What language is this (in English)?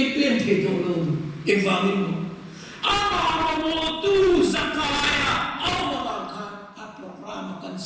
Mizo